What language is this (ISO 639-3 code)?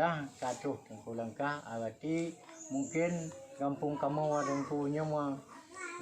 ace